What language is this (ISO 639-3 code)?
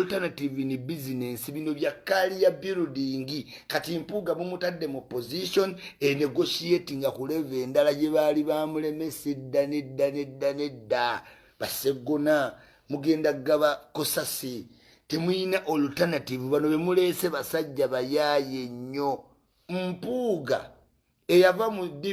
lug